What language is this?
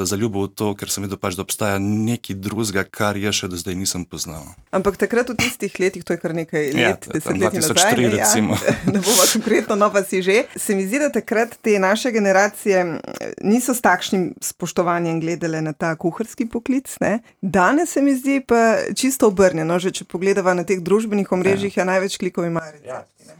Slovenian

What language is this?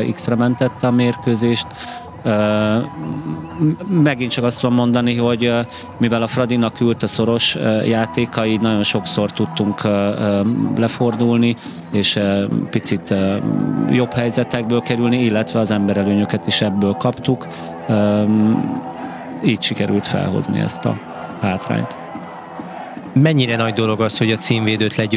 Hungarian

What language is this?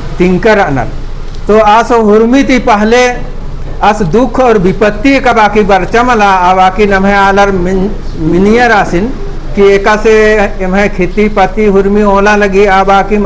Kurukh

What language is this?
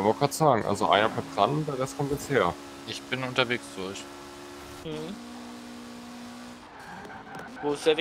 German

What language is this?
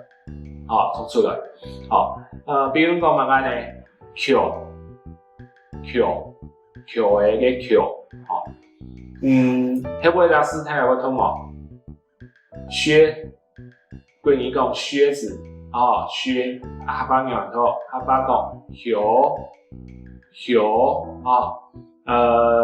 Hakka Chinese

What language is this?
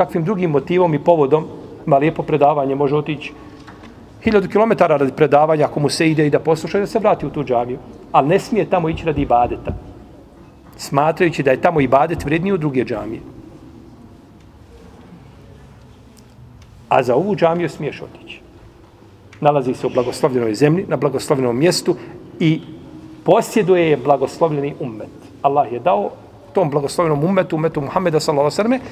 Bosnian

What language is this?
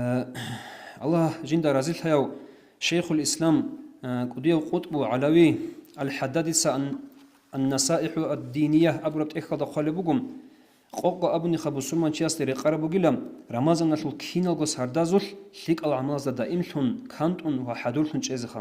Avaric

